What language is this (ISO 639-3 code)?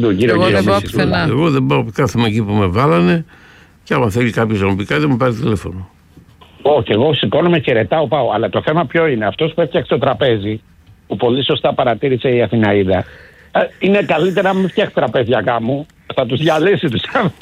ell